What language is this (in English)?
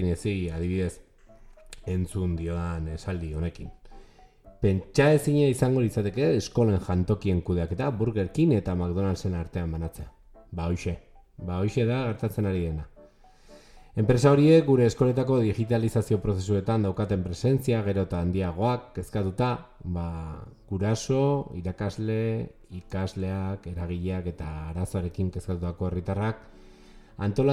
Basque